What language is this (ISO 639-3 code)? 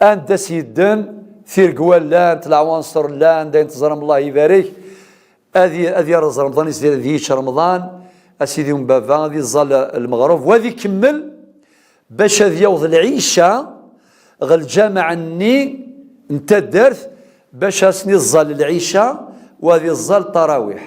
kab